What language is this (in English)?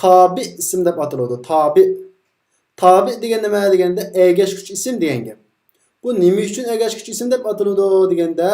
Uyghur